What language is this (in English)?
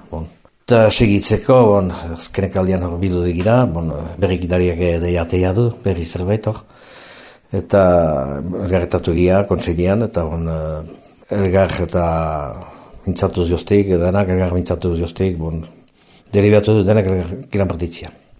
Basque